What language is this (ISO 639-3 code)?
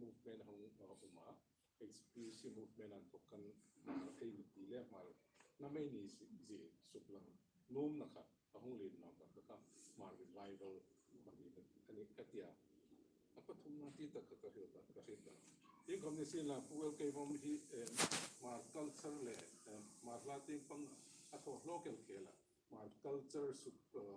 hmr